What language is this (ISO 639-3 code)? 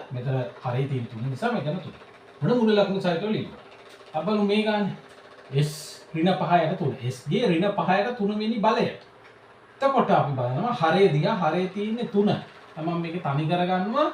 sin